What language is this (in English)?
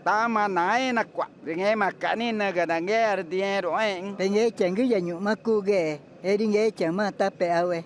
Ticuna